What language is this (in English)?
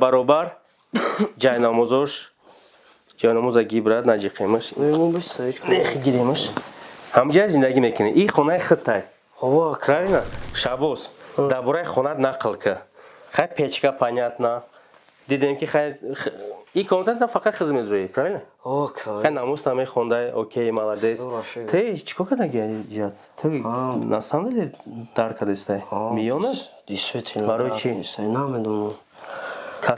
Tajik